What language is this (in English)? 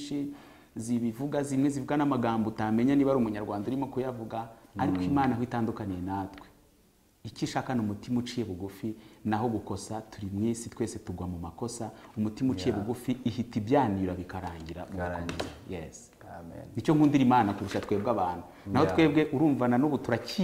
Kinyarwanda